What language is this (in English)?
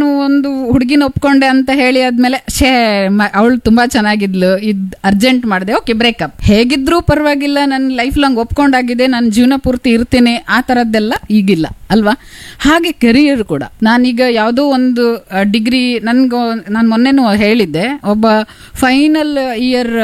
Kannada